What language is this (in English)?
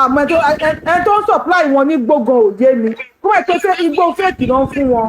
Yoruba